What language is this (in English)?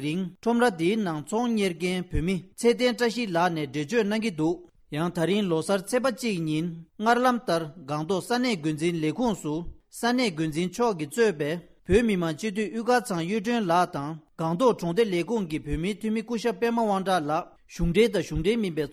Tibetan